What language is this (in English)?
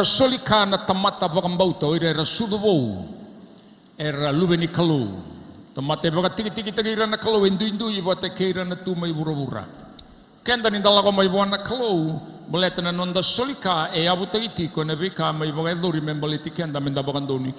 Fijian